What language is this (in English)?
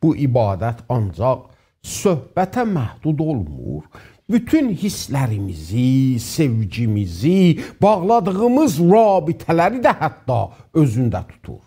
South Azerbaijani